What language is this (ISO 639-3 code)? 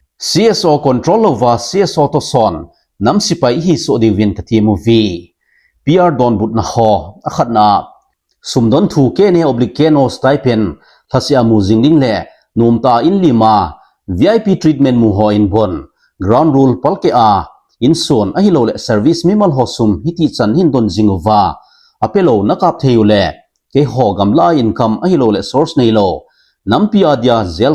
tcz